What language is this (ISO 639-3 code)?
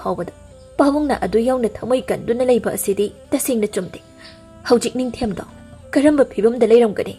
mni